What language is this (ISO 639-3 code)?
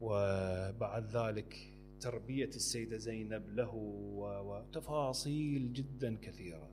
acm